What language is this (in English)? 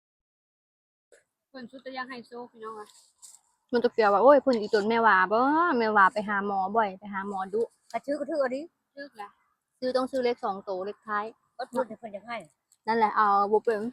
Lao